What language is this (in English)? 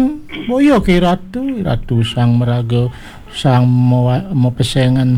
Balinese